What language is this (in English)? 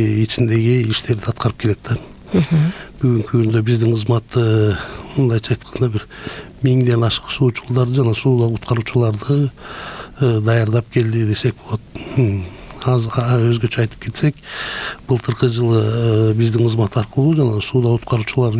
Kyrgyz